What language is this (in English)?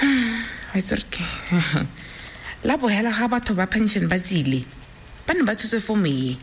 Tswana